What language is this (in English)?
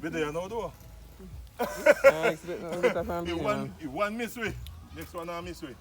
Jamaican Creole English